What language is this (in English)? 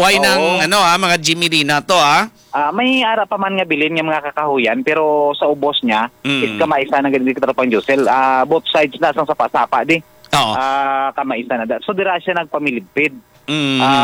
Hiligaynon